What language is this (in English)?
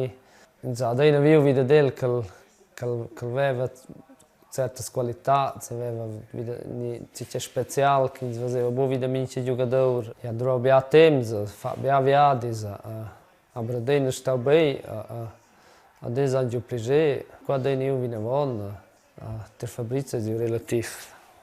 Romansh